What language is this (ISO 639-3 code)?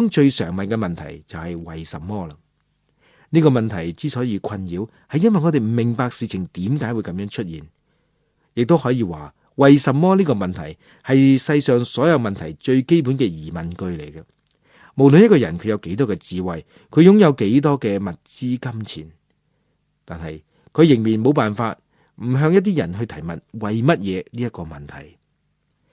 yue